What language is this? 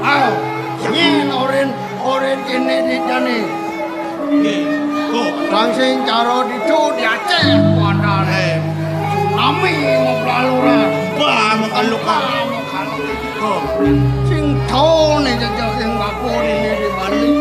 Balinese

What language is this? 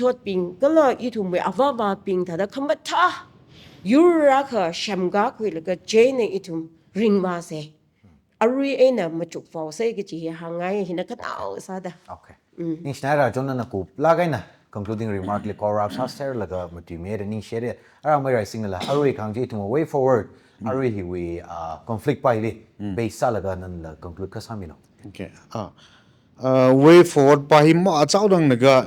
Tangkhul Naga (India)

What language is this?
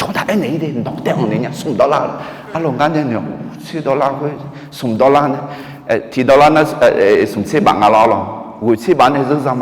Akha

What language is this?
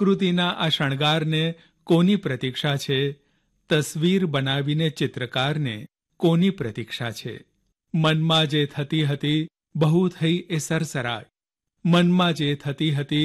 Gujarati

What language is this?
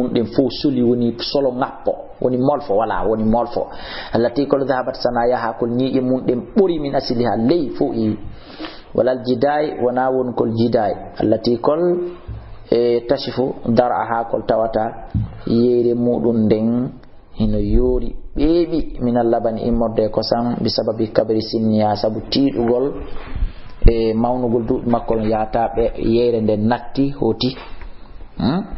Fula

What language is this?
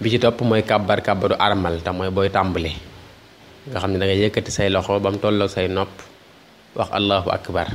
Wolof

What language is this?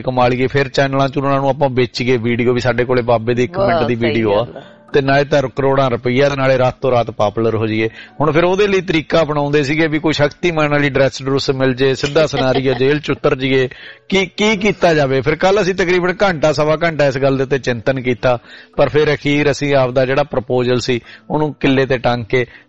Punjabi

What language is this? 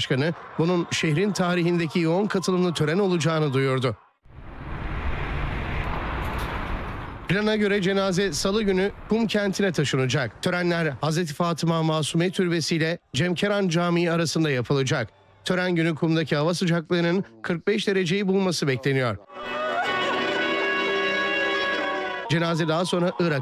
Turkish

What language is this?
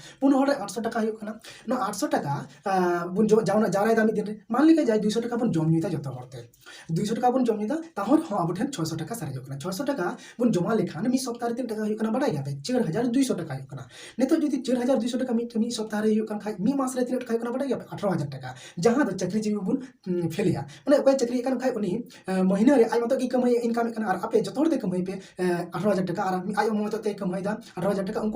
Santali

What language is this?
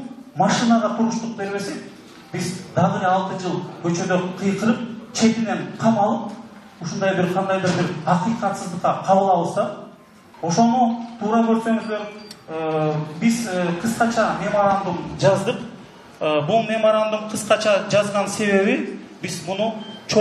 Kyrgyz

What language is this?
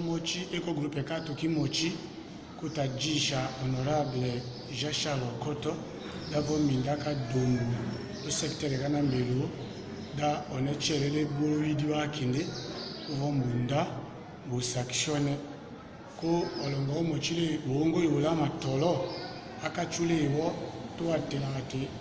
Tetela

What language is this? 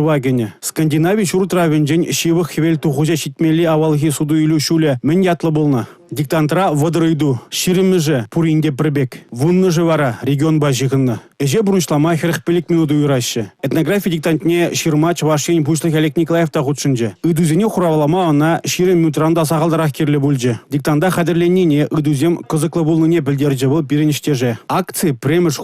Chuvash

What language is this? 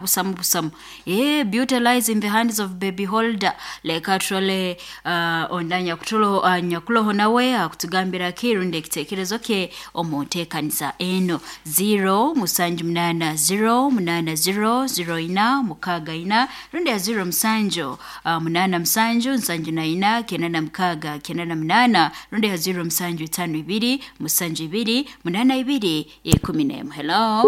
Nyoro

